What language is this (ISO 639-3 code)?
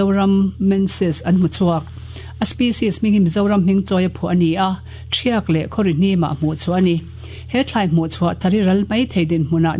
lus